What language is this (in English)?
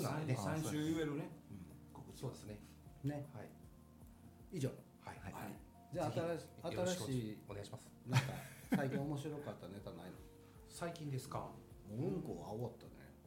Japanese